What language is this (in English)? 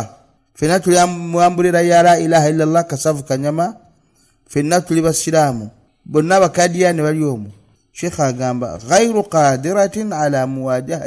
Ganda